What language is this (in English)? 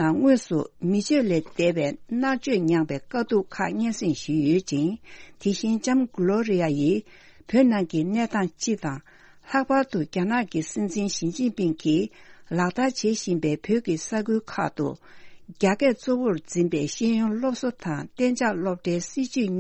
Tibetan